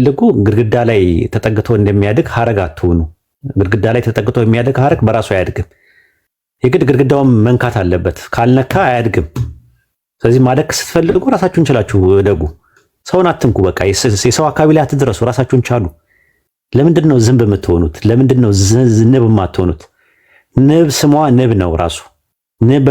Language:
Amharic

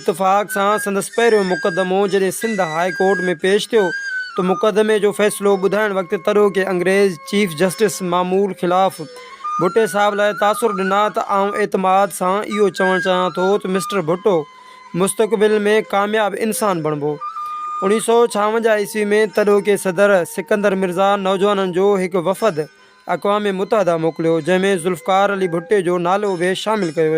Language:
Sindhi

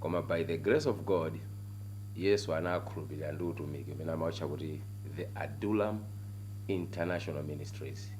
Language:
Nyanja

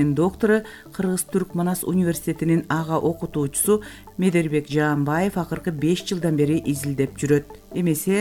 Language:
Kyrgyz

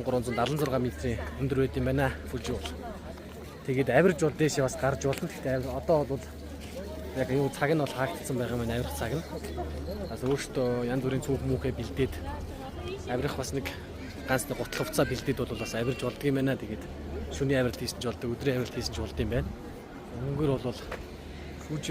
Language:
Mongolian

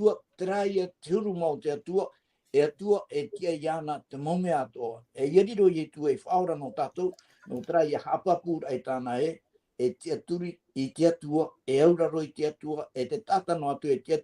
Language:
Tahitian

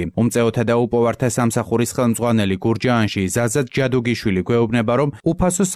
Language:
Georgian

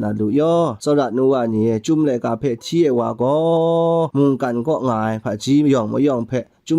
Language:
Kachin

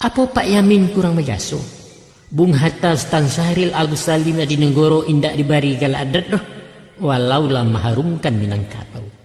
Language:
Minangkabau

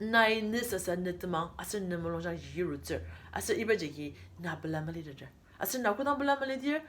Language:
Ao Naga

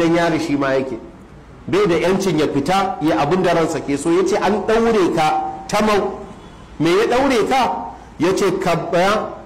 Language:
Hausa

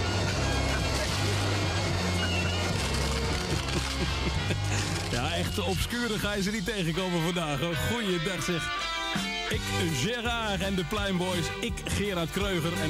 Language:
Dutch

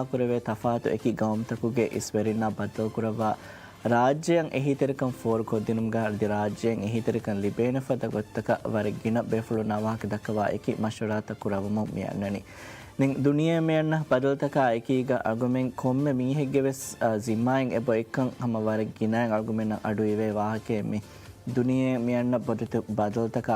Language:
Divehi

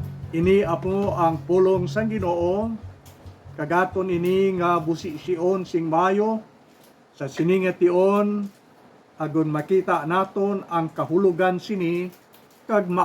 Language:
Hiligaynon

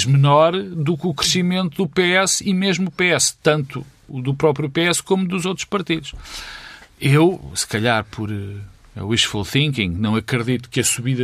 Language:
Portuguese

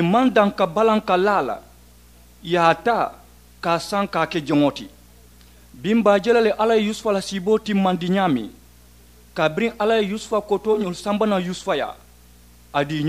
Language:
Mandingo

